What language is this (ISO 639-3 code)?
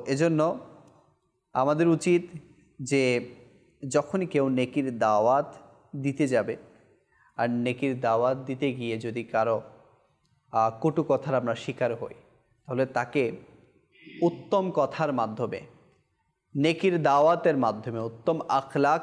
ben